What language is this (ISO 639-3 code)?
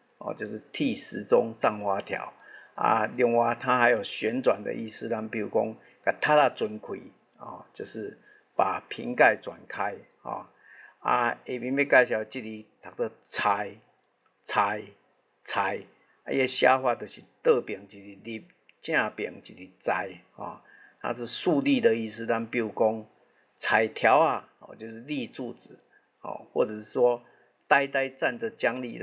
nan